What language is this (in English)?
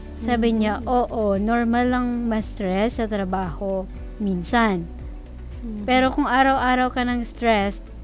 Filipino